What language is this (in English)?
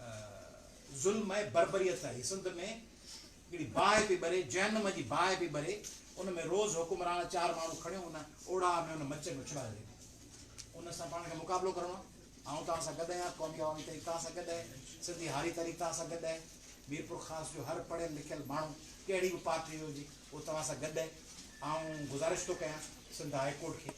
Sindhi